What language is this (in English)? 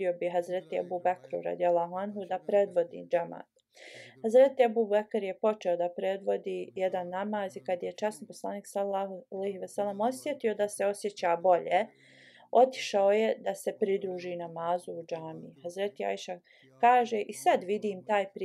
Bosnian